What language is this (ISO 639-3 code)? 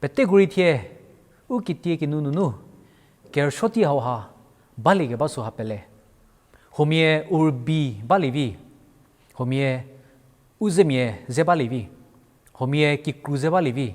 njm